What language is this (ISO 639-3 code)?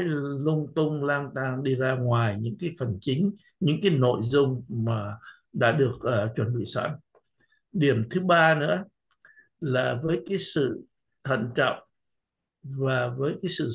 vie